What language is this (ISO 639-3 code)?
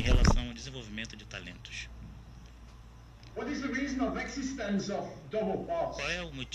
por